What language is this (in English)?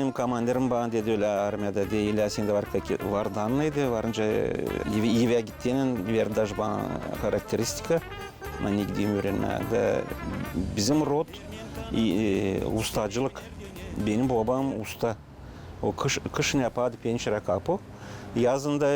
Gagauz